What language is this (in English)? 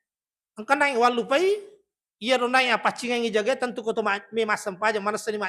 Buginese